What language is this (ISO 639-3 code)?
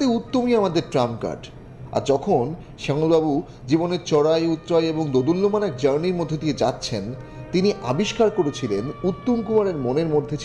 ben